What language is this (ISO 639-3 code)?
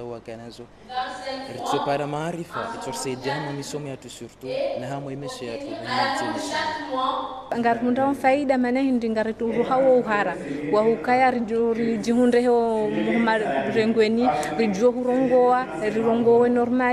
zdj